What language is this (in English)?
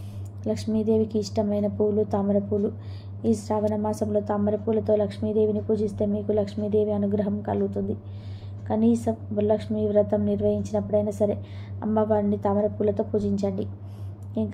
Telugu